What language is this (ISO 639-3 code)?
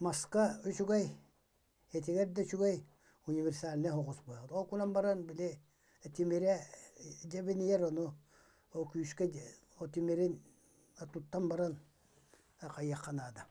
sah